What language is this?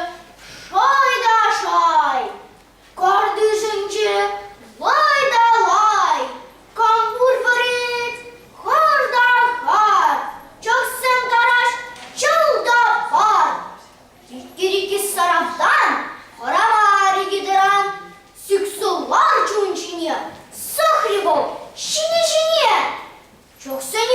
Chuvash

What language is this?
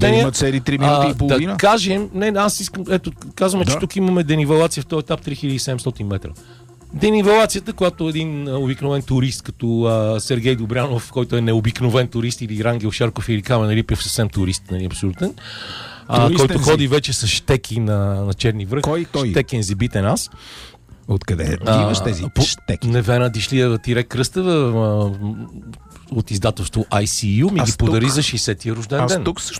Bulgarian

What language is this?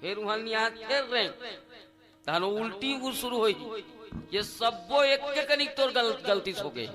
Chhattisgarhi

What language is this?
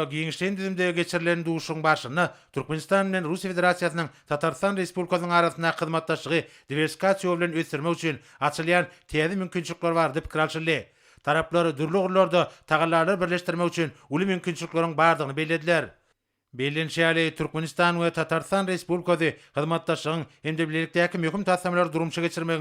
Turkmen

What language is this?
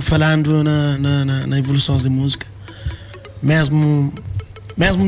Kabuverdianu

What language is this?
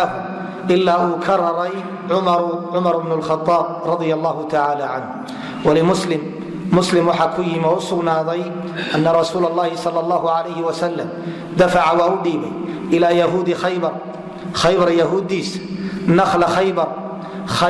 Somali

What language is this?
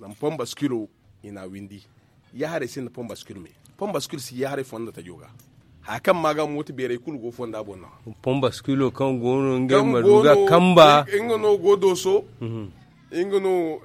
Zarma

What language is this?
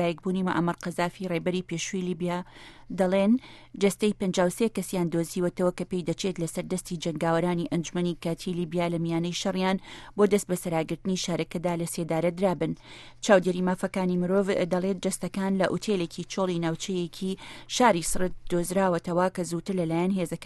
Central Kurdish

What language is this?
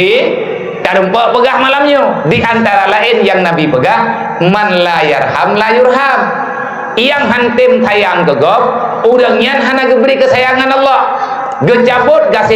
Achinese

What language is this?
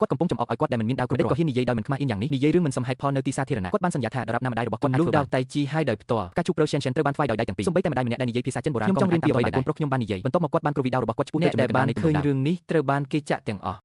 Khmer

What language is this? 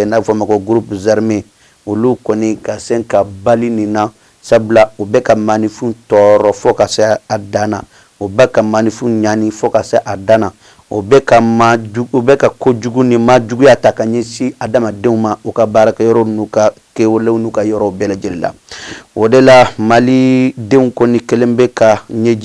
Bambara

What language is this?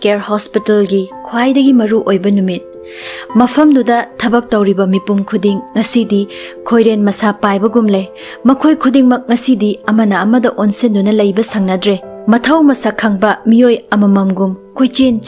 Manipuri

